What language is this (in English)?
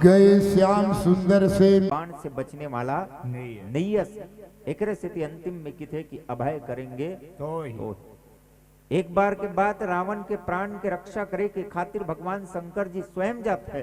Chhattisgarhi